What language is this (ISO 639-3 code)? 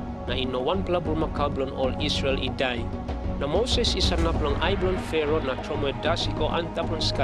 tpi